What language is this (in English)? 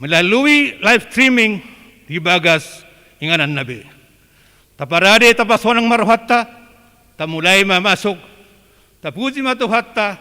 Batak Toba